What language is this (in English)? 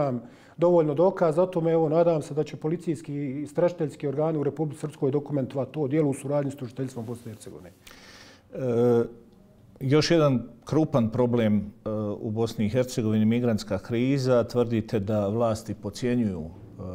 Bosnian